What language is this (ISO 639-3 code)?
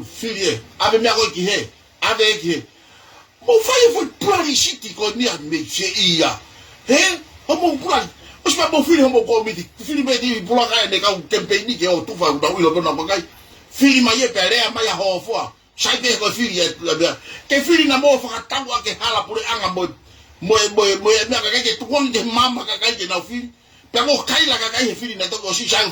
ton